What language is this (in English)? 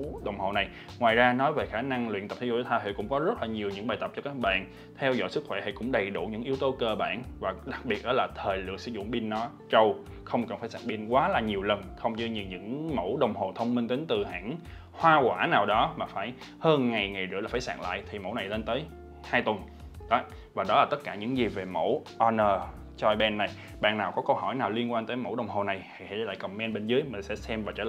Vietnamese